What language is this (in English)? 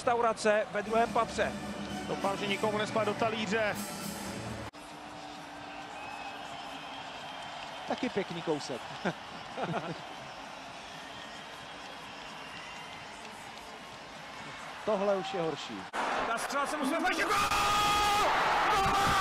Czech